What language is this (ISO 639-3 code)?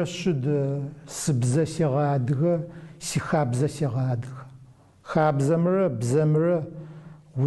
ady